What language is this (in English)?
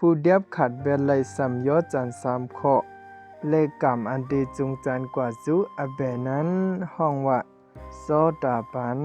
Shan